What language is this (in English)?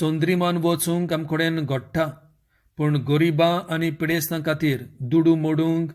Konkani